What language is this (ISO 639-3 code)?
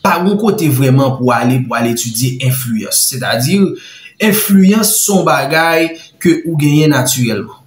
hat